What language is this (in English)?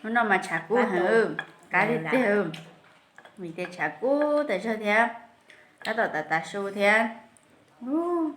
Hmong